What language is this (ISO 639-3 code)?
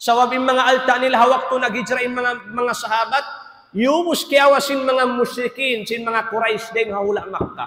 tsg